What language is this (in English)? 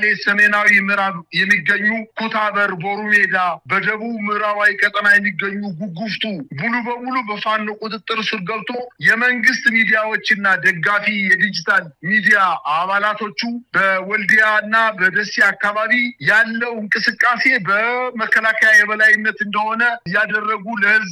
Amharic